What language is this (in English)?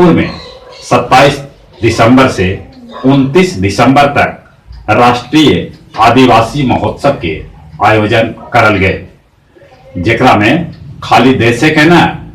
Magahi